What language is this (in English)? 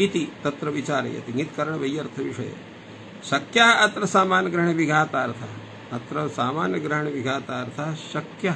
Sanskrit